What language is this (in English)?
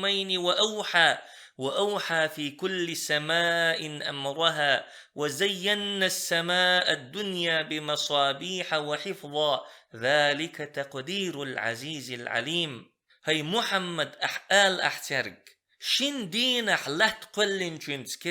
Chechen